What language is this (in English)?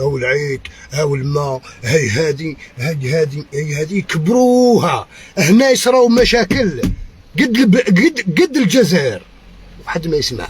Algerian Arabic